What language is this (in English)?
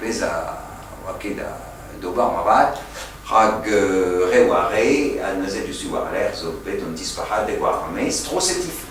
Breton